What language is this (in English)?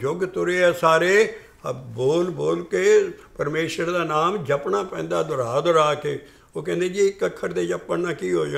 Punjabi